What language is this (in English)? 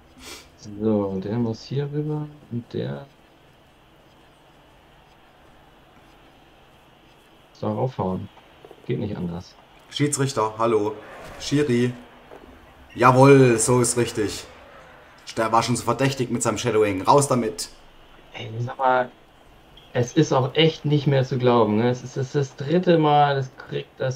German